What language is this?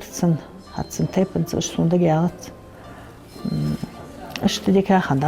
Ingush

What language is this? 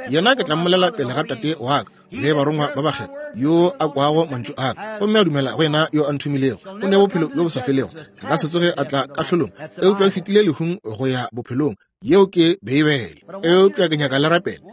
Northern Sotho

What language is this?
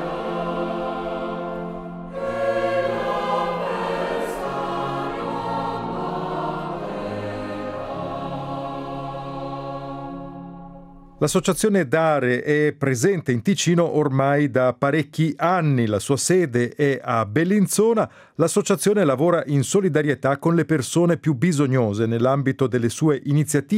Italian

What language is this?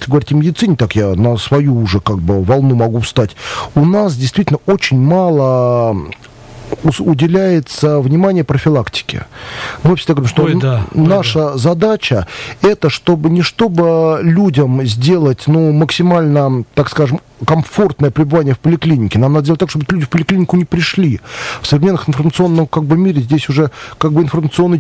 Russian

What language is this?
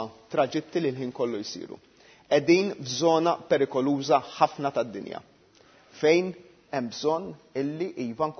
Maltese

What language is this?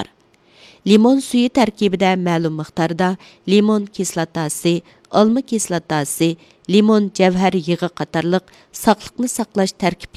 Uyghur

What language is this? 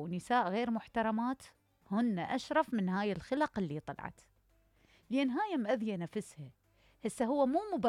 Mesopotamian Arabic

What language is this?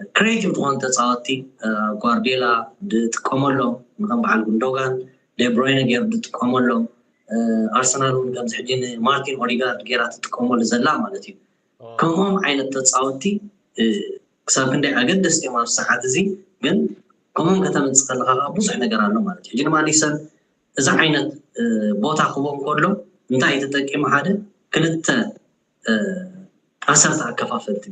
Tigrinya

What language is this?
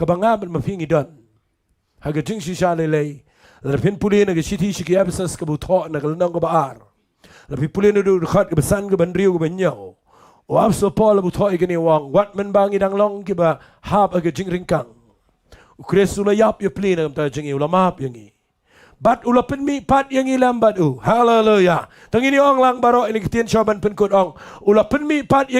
Khasi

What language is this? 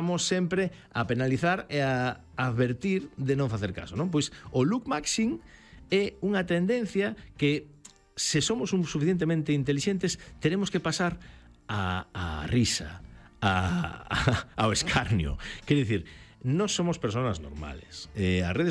Galician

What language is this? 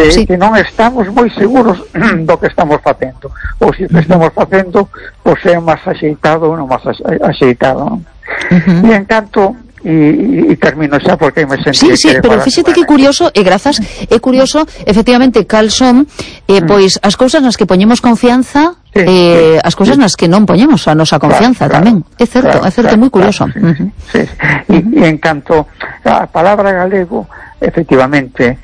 Galician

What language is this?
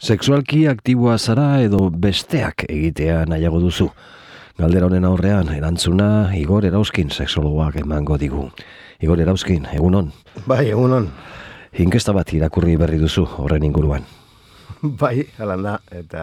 Basque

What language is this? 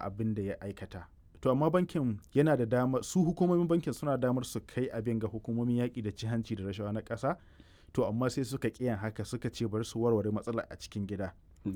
Hausa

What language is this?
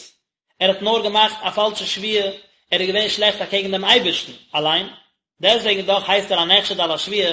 Yiddish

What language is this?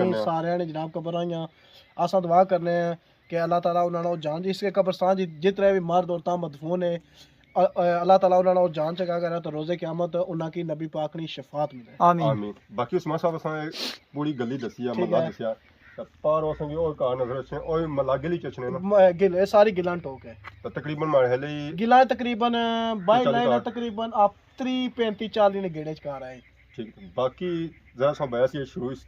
Pahari-Potwari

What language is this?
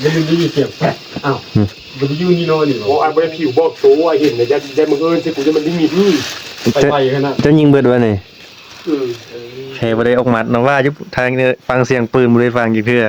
Northeastern Thai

